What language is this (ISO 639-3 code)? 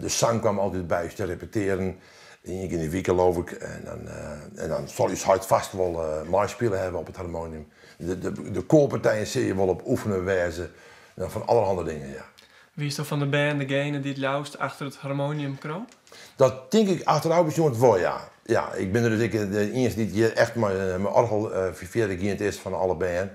fry